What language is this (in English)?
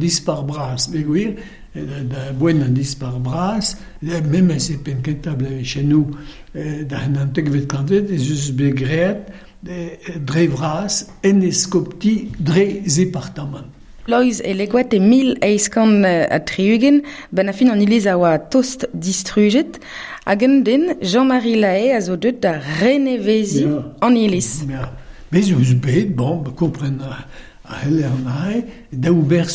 Breton